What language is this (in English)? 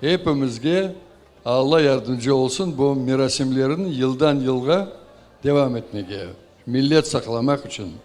Crimean Tatar